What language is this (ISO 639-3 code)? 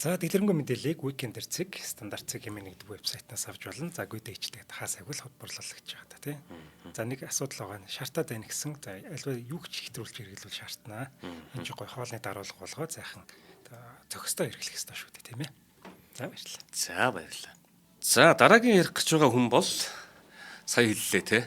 mon